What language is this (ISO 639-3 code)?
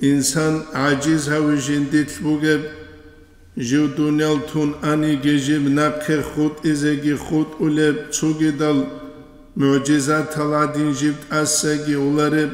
ava